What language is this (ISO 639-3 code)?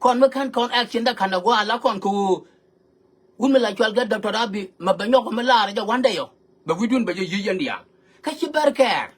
nus